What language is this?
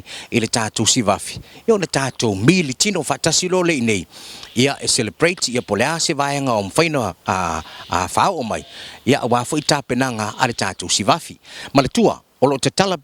Samoan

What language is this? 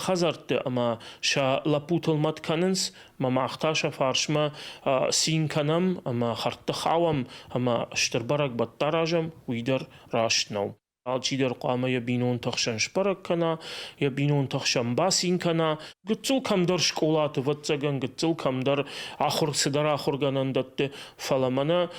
Ossetic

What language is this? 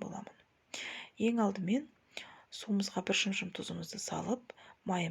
Kazakh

